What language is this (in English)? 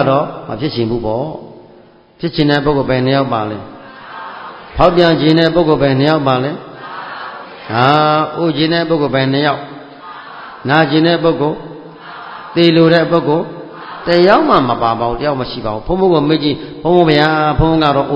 Burmese